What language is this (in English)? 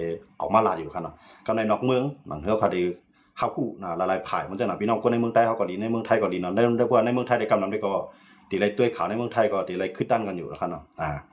Shan